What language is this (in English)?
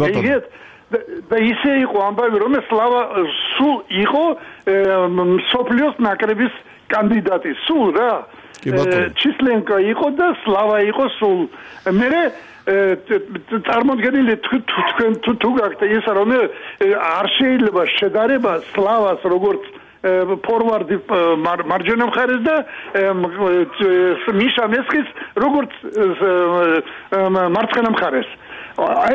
Georgian